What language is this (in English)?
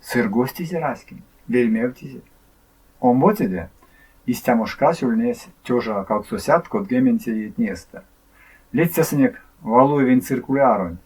Erzya